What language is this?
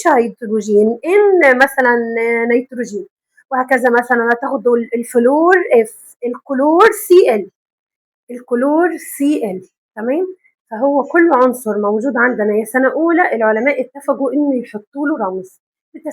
Egyptian Arabic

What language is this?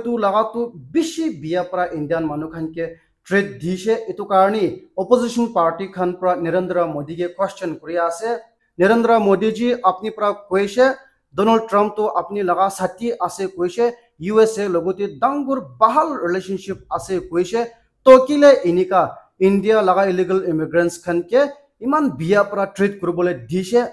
Naga Pidgin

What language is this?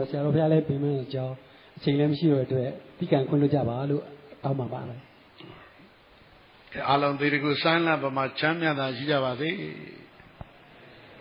Burmese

